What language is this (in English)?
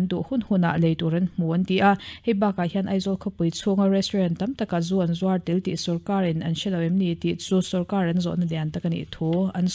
Mizo